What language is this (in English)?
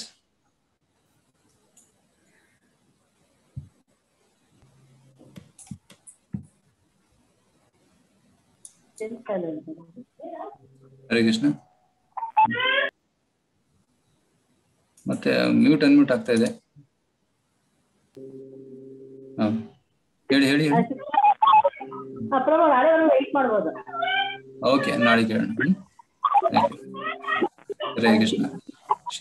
Kannada